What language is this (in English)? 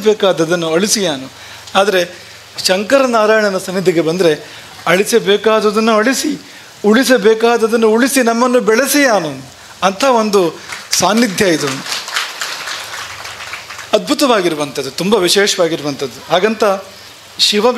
Kannada